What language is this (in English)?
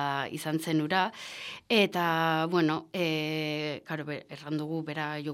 Basque